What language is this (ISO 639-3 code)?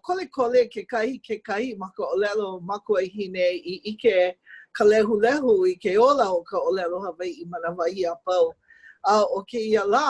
haw